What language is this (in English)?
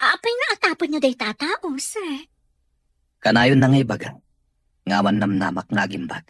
Iloko